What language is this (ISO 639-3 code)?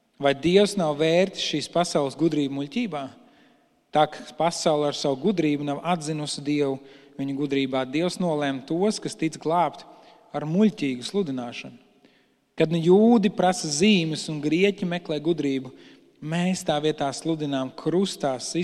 lav